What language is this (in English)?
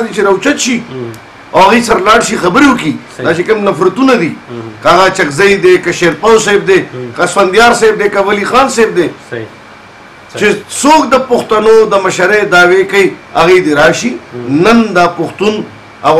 Pashto